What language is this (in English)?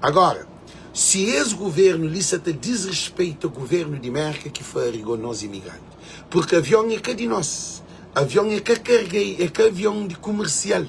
Kabuverdianu